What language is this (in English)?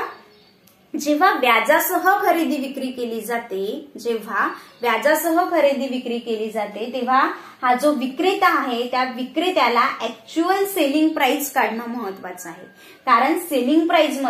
Marathi